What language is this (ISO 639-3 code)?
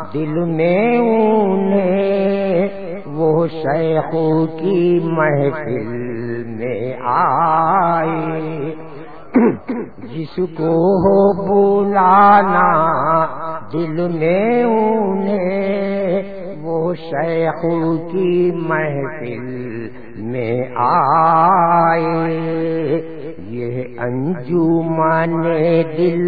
urd